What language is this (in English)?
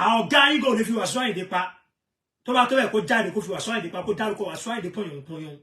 Yoruba